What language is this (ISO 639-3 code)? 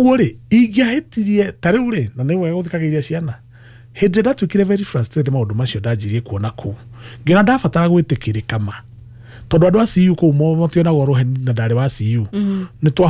kik